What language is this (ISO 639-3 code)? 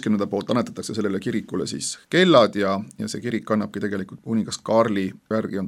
est